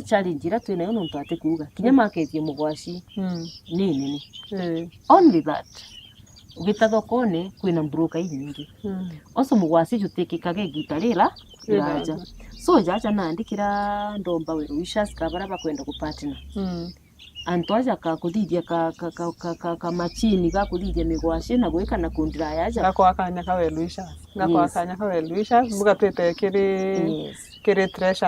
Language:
Meru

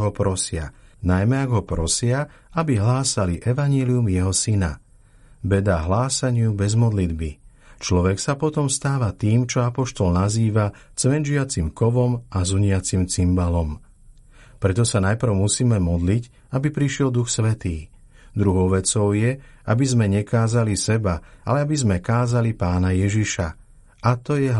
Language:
Slovak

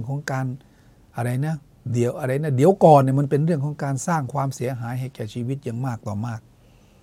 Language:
Thai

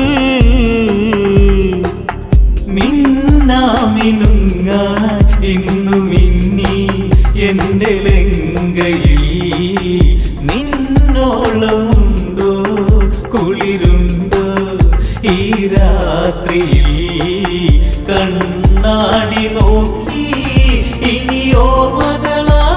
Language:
Malayalam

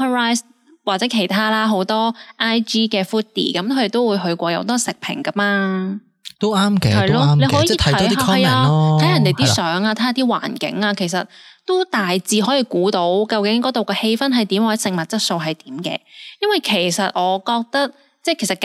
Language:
Cantonese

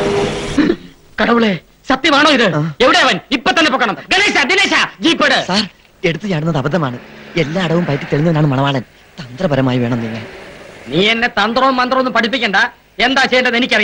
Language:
Malayalam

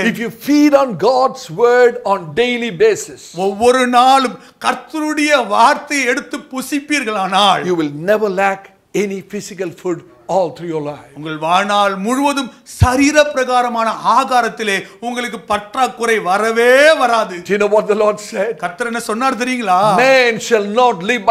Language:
Tamil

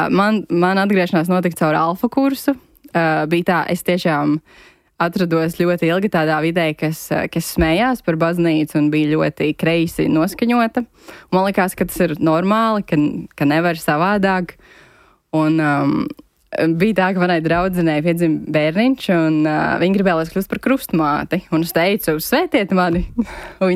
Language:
Latvian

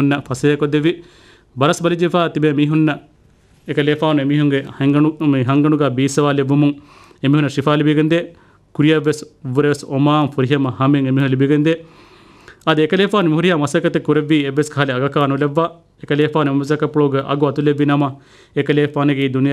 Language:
Divehi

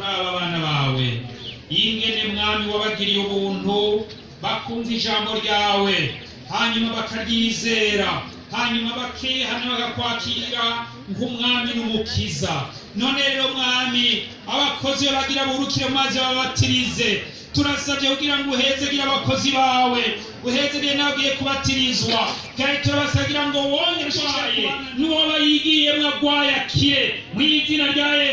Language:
Rundi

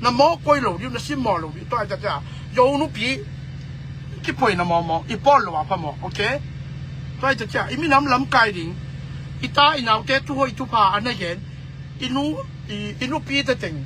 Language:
Tedim Chin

